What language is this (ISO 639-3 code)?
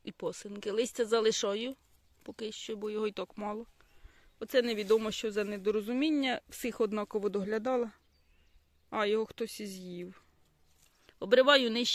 ukr